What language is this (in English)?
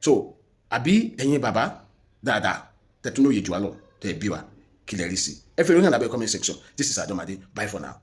Yoruba